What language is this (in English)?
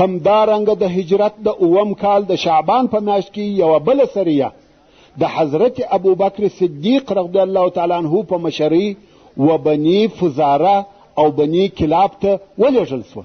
Pashto